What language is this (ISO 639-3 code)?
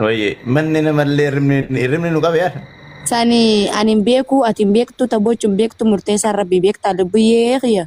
orm